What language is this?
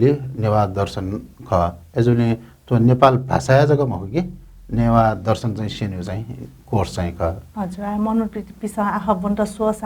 Newari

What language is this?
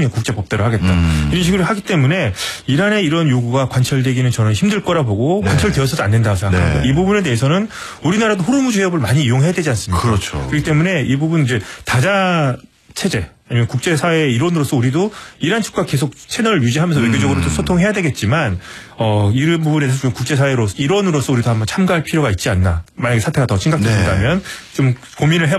Korean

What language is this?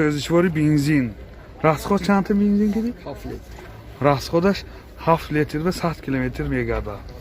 Tajik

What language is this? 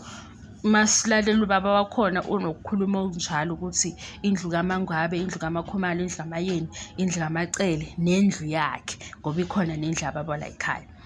Zulu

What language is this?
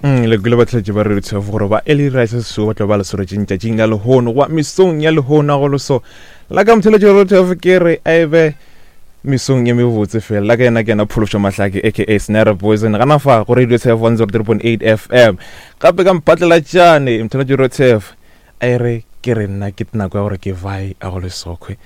Northern Sotho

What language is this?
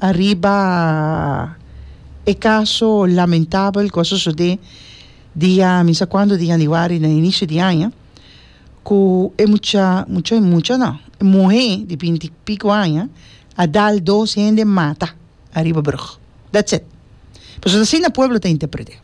Papiamento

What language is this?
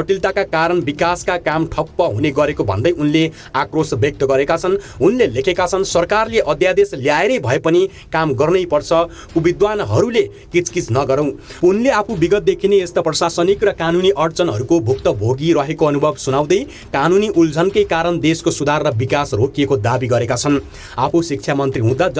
Nepali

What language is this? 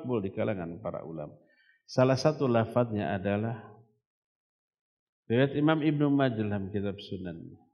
Indonesian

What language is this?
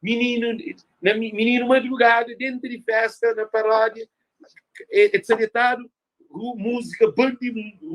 Kabuverdianu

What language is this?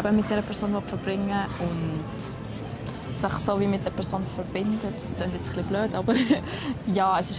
Swiss German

